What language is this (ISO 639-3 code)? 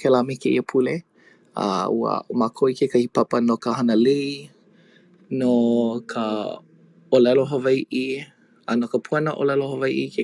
haw